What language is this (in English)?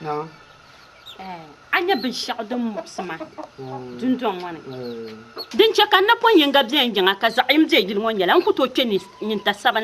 Dagbani